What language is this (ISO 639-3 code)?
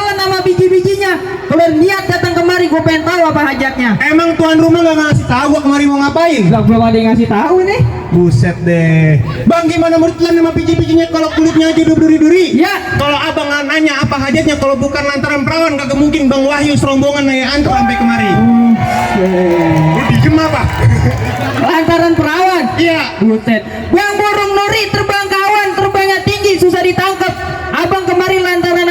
bew